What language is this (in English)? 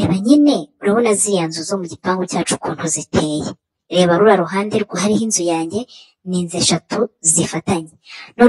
Kinyarwanda